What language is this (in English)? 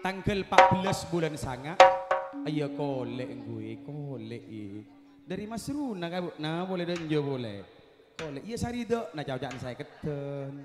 Madurese